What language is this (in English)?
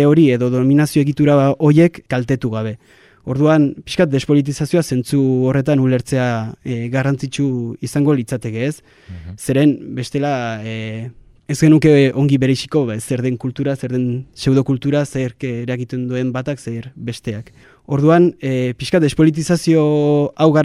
Basque